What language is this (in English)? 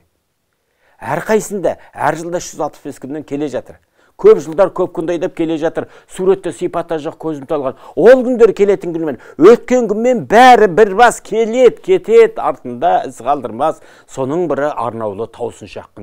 Kazakh